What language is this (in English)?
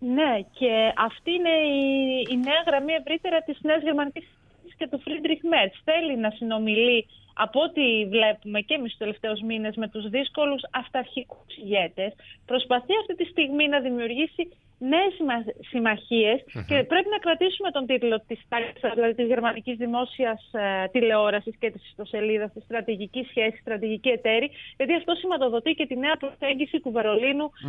Greek